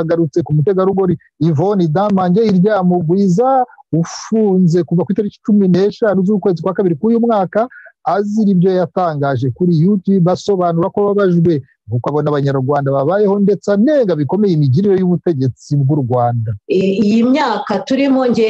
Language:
Kinyarwanda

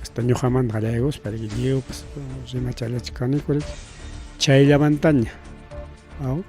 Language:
Ayacucho Quechua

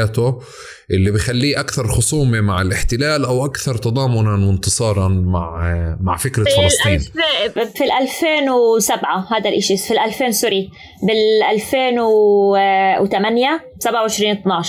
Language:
North Levantine Arabic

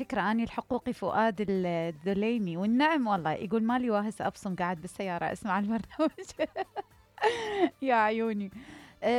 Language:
Mesopotamian Arabic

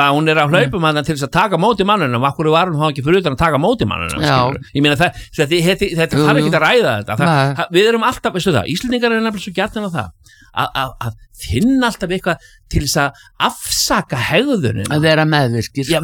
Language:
Icelandic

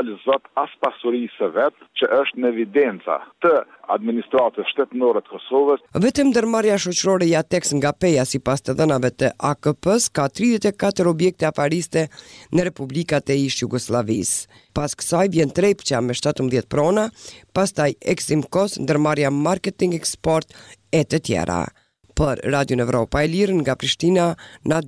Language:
Albanian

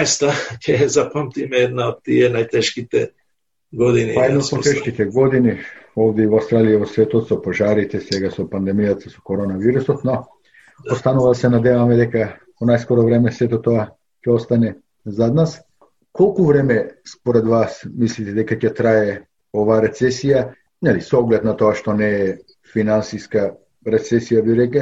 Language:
Macedonian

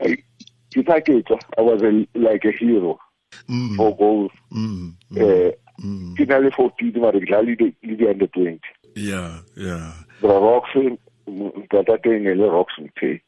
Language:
Tswana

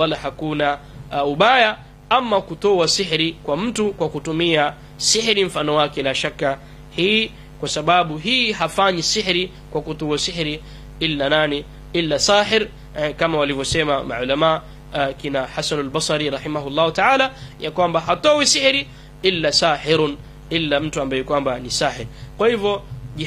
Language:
Swahili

